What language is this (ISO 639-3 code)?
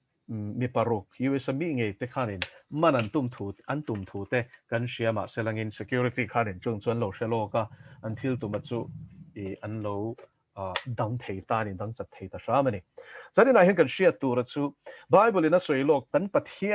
lus